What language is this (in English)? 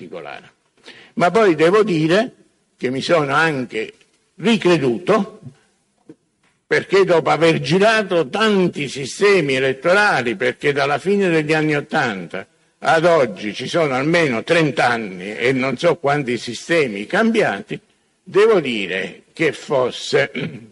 Italian